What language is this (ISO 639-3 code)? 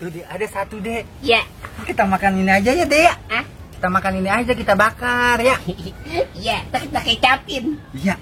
bew